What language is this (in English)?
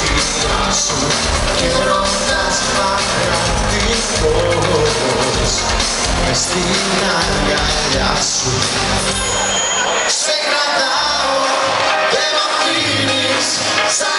Greek